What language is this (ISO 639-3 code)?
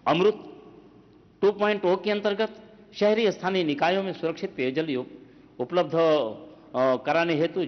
hin